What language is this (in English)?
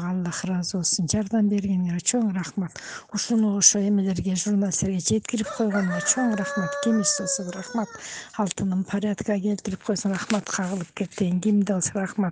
Kyrgyz